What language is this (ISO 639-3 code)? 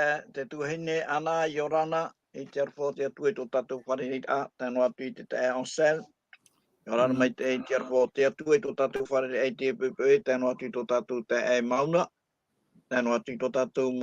tah